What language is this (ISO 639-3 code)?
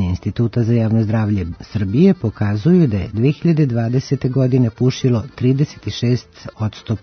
srp